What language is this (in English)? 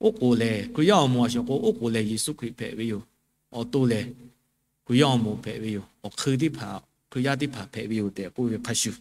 Lahu